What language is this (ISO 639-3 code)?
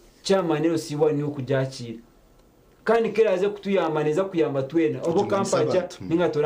nyn